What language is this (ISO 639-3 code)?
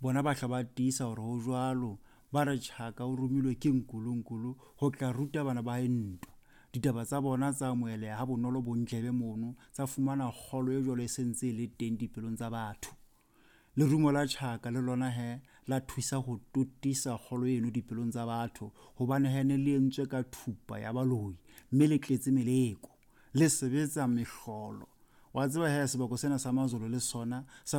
sot